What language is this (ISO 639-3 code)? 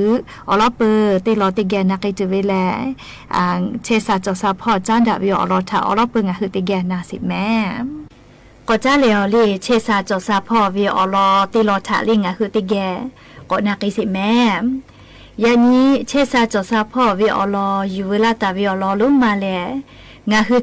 lhu